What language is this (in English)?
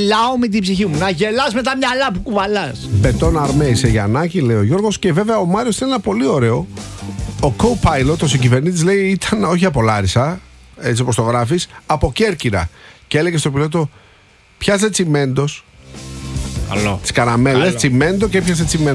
Greek